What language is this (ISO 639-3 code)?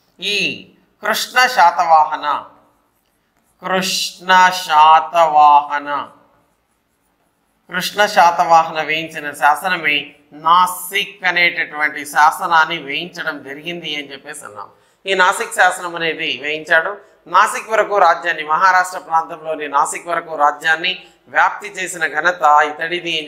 tel